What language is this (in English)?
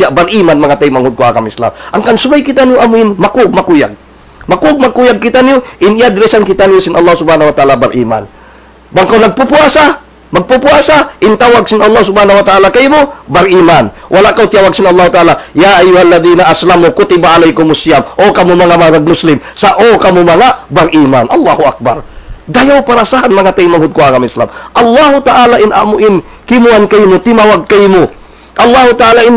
Tausug